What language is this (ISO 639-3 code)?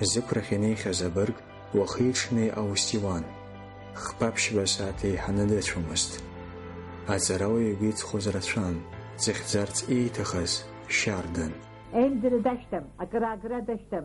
abk